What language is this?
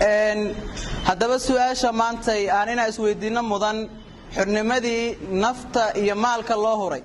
Somali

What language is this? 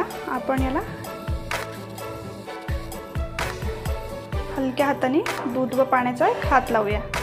Marathi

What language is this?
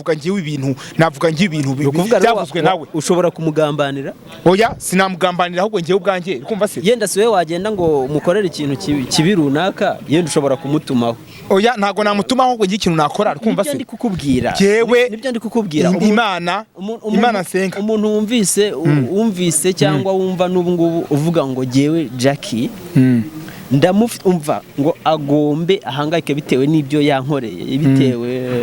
Kinyarwanda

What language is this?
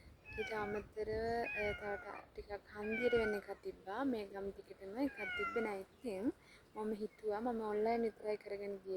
Sinhala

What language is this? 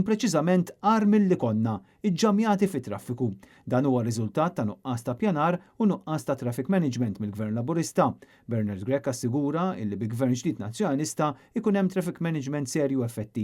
Maltese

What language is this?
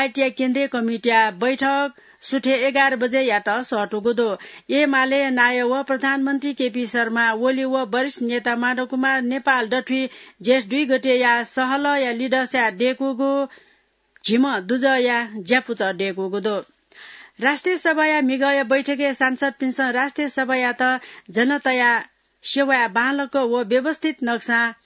Newari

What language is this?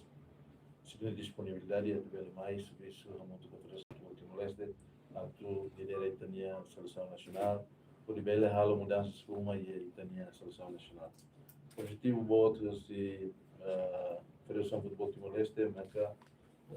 Tetum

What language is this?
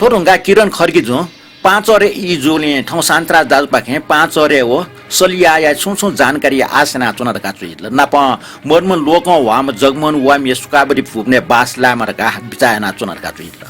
Newari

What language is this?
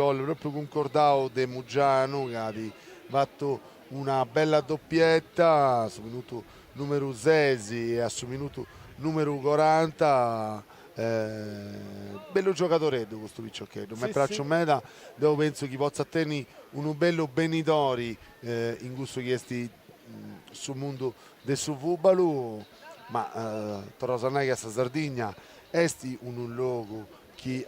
Sardinian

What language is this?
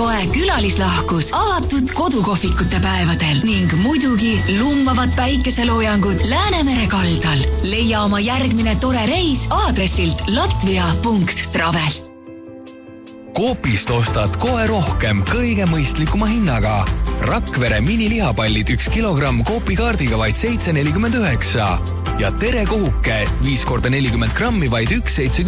Estonian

